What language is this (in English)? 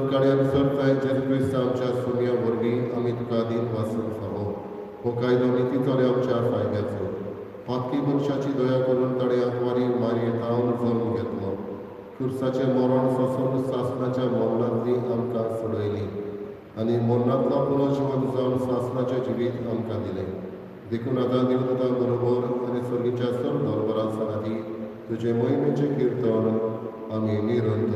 Konkani